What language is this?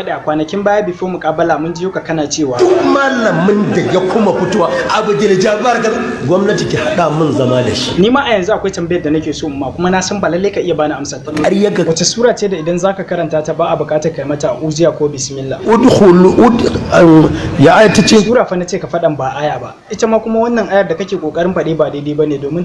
Hausa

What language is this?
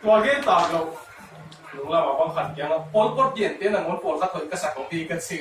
Tedim Chin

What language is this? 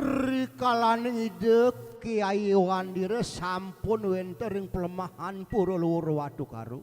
Balinese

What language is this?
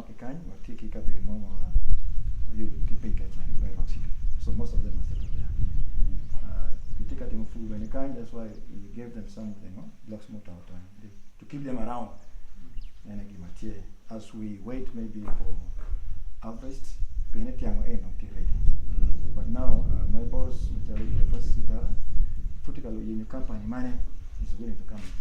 Acoli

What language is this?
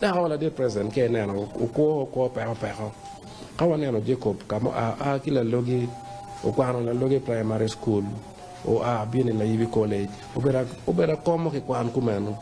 Acoli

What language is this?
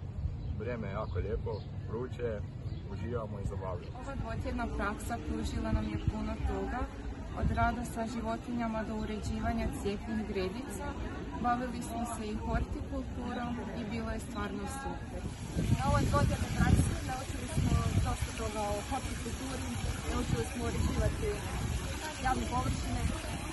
Croatian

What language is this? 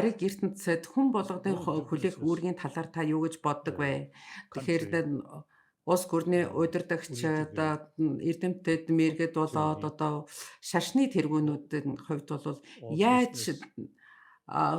Mongolian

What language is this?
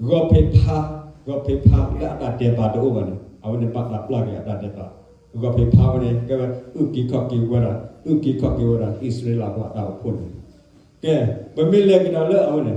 S'gaw Karen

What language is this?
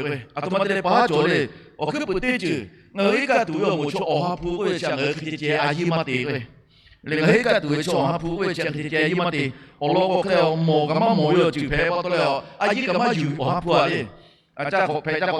Lahu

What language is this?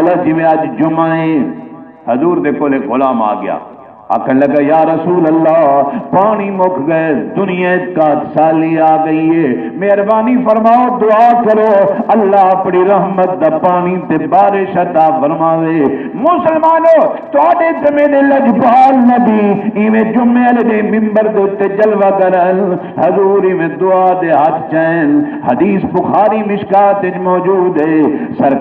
Saraiki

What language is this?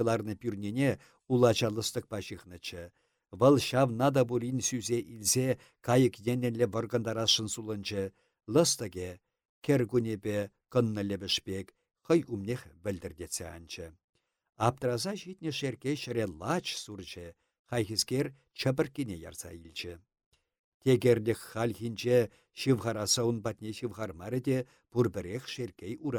Chuvash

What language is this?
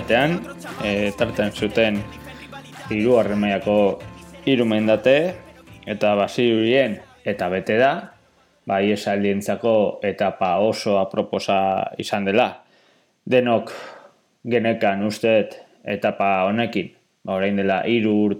Basque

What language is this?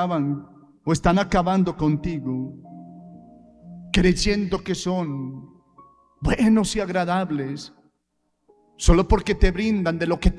Spanish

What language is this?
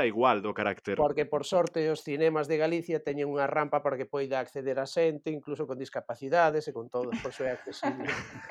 Galician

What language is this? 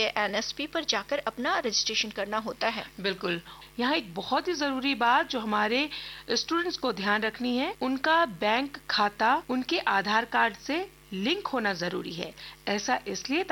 Hindi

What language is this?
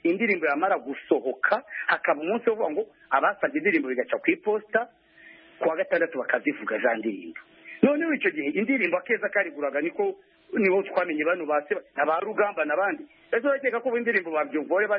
Kinyarwanda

